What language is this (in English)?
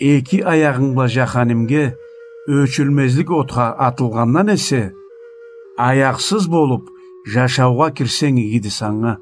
Karachay-Balkar